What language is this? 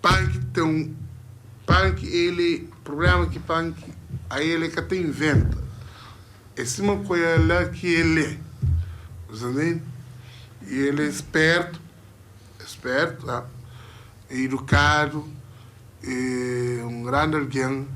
Kabuverdianu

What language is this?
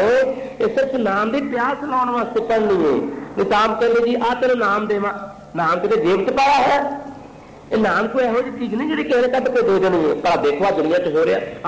Punjabi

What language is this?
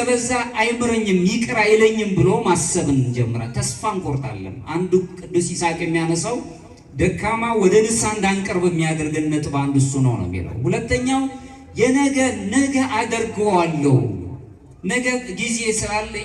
Amharic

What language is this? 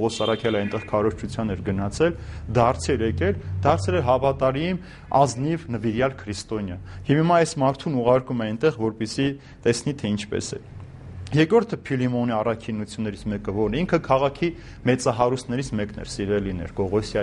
Armenian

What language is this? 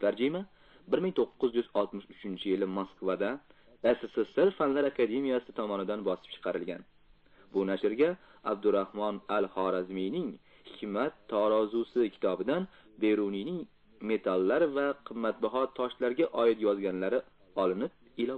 Uzbek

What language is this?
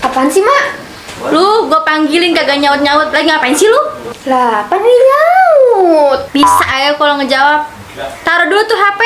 Betawi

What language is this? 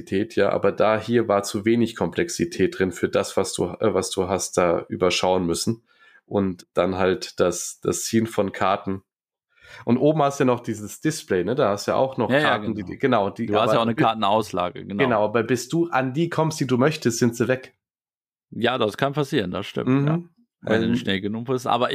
German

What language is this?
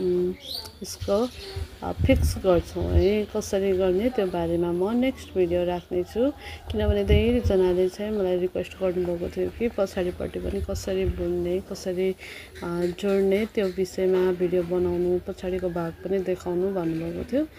Nepali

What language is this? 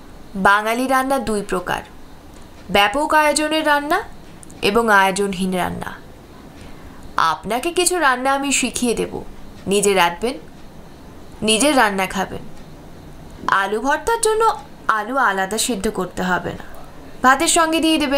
Bangla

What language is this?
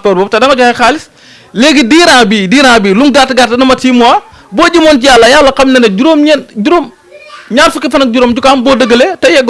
Wolof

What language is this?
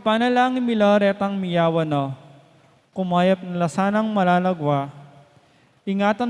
Pampanga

